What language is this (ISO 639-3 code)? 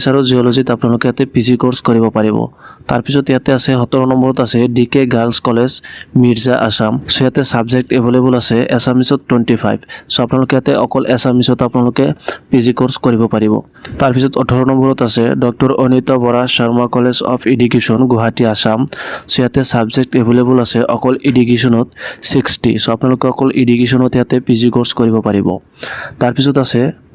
asm